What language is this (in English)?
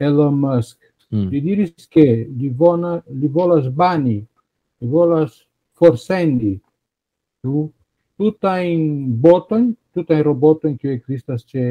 Esperanto